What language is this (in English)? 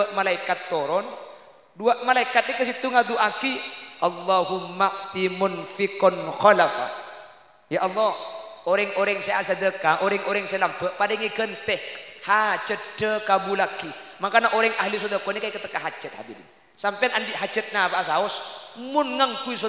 Madurese